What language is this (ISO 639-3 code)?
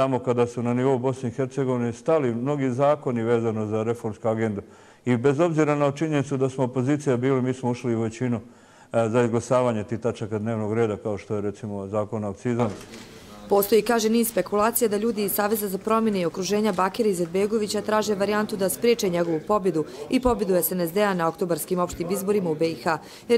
hrv